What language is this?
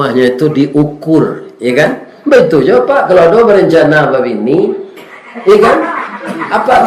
Minangkabau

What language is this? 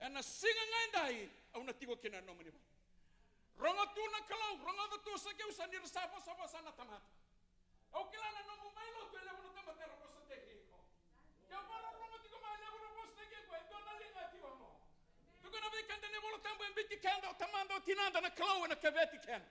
Fijian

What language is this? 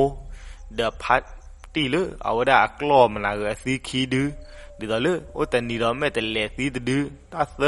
S'gaw Karen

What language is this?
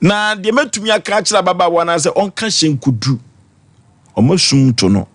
Akan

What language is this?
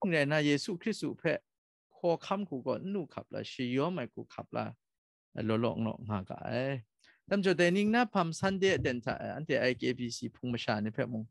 Kachin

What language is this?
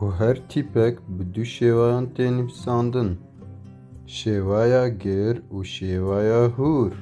Kurdish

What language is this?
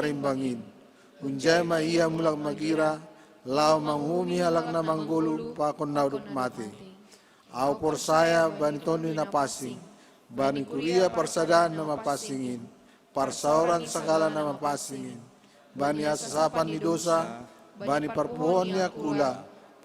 Batak Simalungun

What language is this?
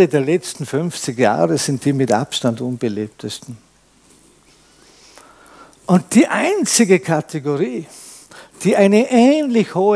German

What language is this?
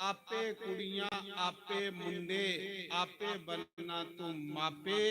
Dogri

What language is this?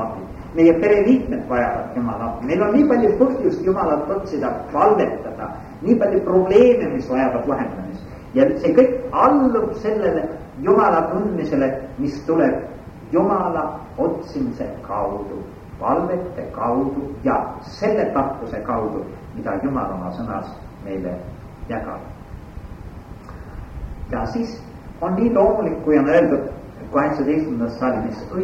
Estonian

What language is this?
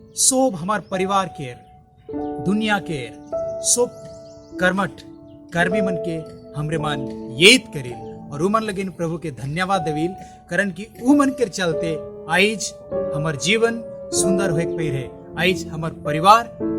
Sadri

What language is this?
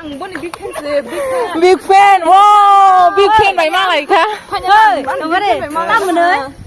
Kok Borok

